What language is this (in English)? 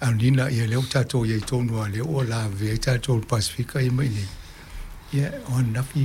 Samoan